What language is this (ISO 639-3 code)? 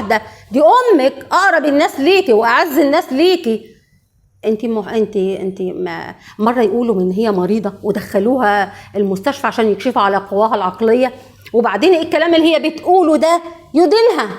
arz